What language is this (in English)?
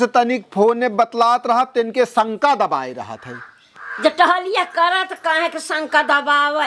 Awadhi